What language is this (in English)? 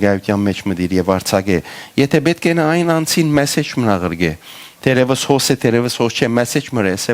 Western Armenian